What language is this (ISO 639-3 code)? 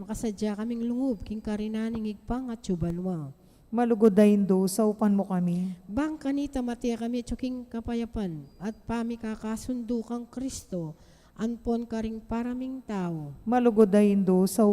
pam